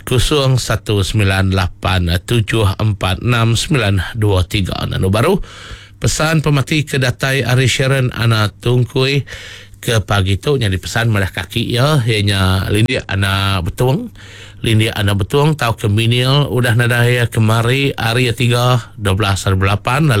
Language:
Iban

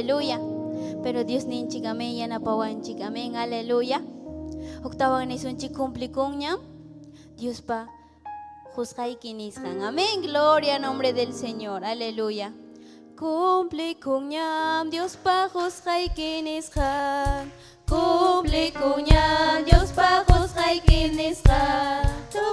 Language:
Ayacucho Quechua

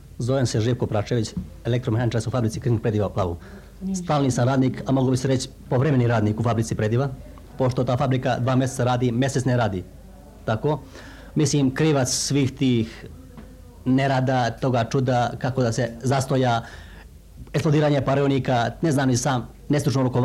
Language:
Serbian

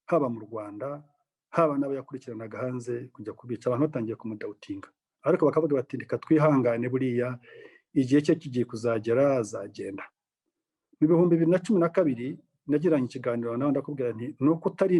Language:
Kinyarwanda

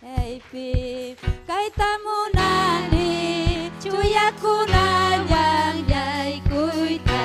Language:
Ayacucho Quechua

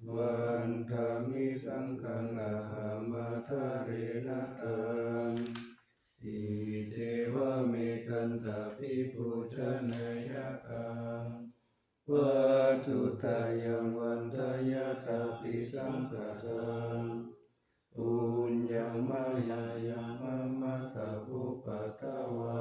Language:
Pali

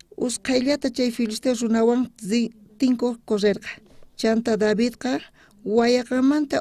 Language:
South Bolivian Quechua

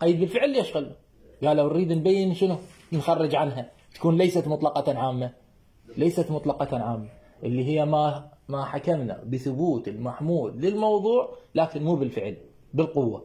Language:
Mesopotamian Arabic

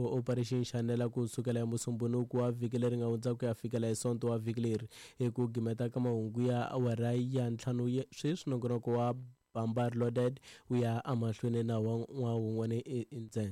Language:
Tsonga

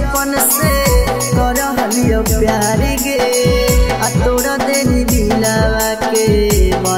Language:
Magahi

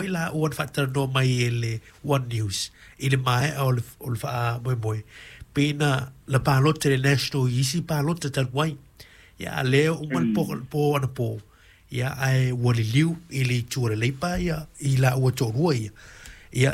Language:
Samoan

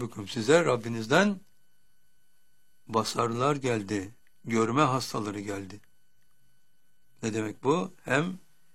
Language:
Turkish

